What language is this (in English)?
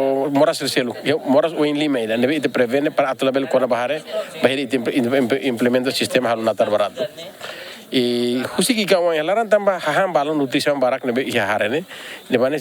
Tetum